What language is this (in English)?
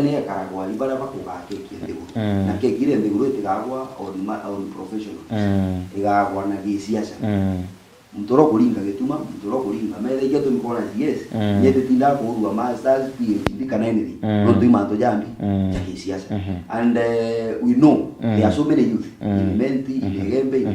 Meru